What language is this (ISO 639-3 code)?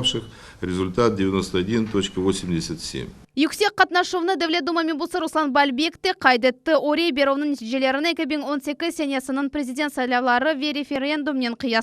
crh